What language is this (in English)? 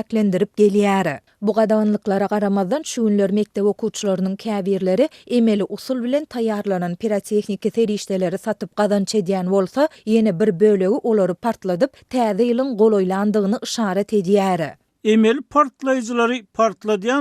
Turkmen